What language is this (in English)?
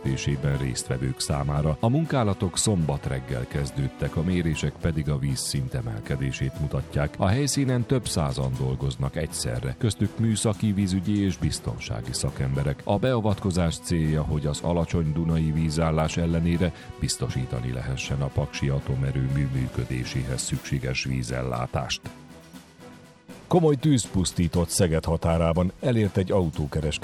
Hungarian